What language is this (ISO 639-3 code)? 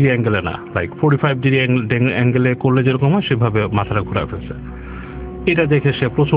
ben